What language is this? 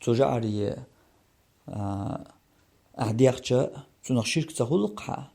Chechen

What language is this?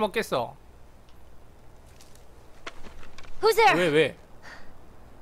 Korean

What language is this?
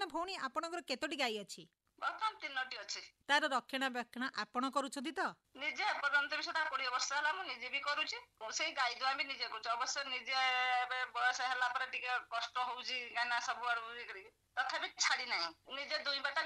Odia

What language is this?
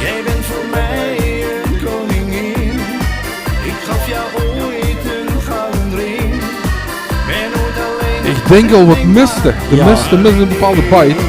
Limburgish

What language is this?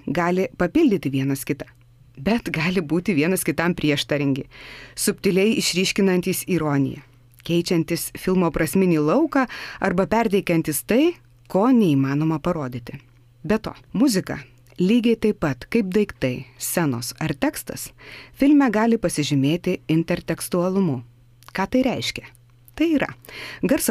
Lithuanian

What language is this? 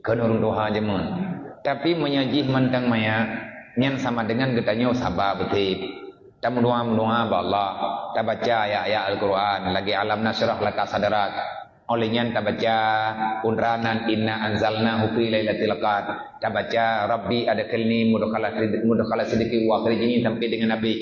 Achinese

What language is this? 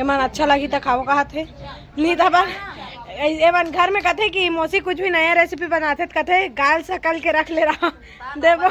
Chhattisgarhi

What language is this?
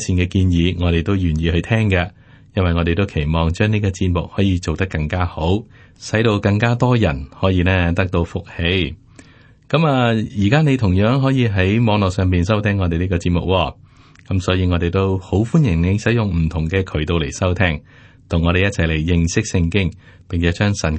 Cantonese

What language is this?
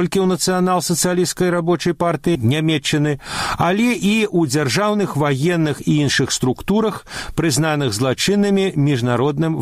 Belarusian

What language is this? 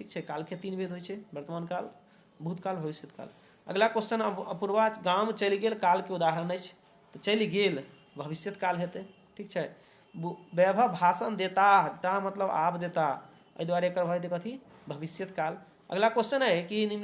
Maithili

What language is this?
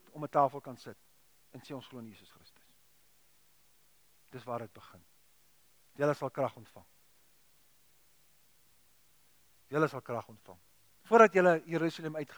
Afrikaans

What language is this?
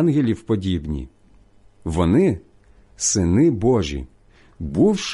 Ukrainian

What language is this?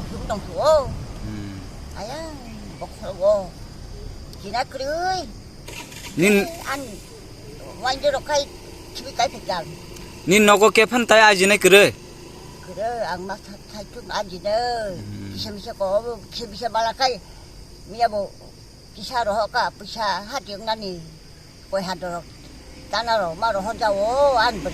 Kok Borok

